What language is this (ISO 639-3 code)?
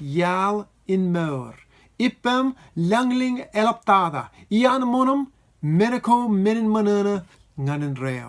mah